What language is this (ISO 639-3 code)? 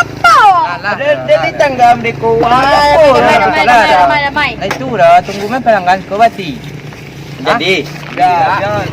min